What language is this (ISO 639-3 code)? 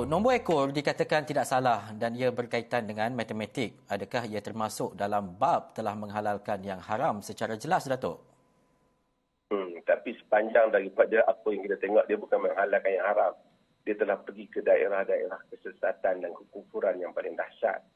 msa